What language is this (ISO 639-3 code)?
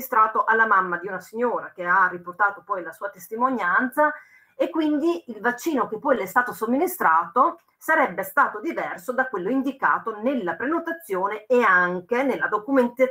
ita